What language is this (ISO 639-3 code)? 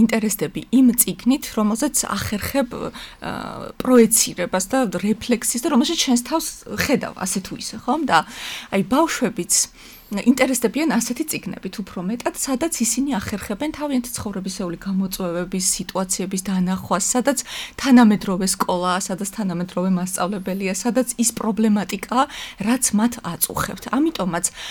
kat